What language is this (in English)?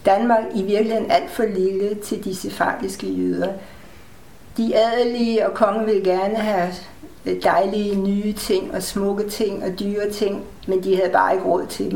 Danish